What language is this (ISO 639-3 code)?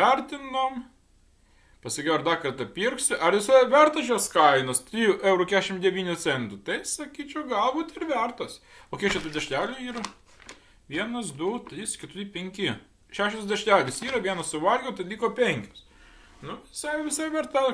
lit